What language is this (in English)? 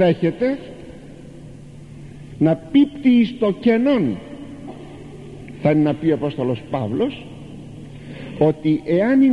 Greek